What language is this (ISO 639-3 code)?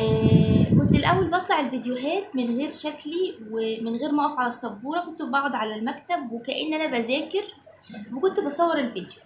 arz